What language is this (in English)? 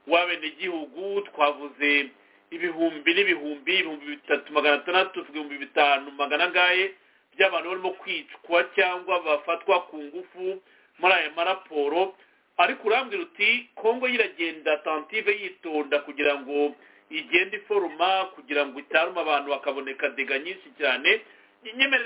Kinyarwanda